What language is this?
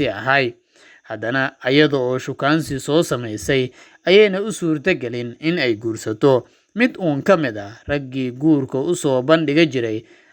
Somali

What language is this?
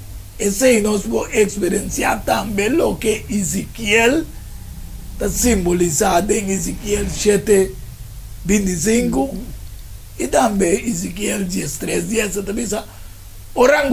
Papiamento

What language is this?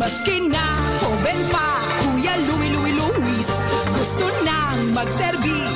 Bikol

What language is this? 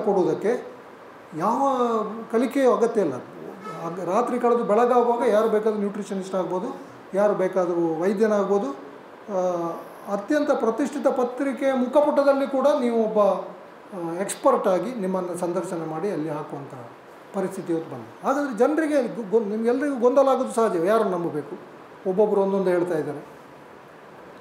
Kannada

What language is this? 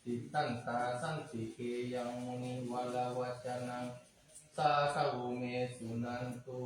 Pali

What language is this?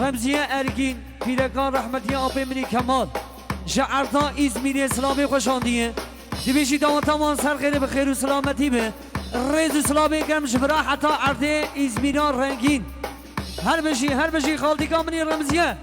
Kurdish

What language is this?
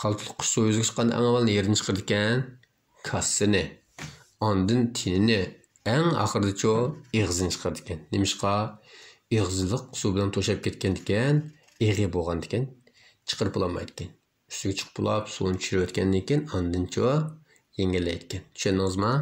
Uyghur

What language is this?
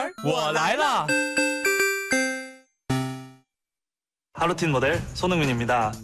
Korean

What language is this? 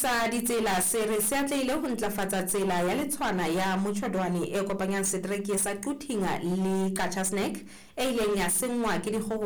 Southern Sotho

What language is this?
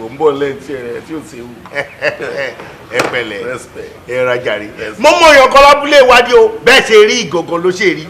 Yoruba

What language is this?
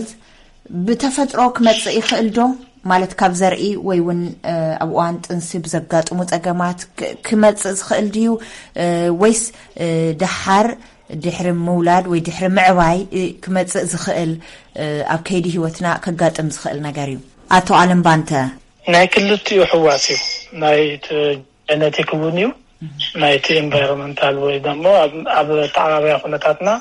Tigrinya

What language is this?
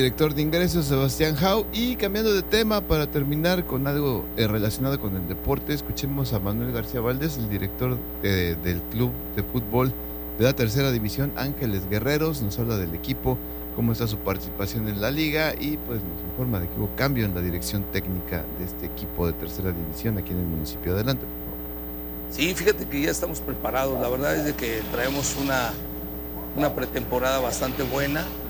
Spanish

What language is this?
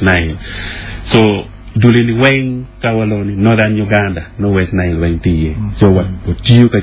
Acoli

